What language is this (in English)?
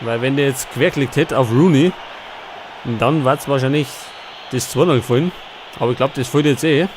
Bavarian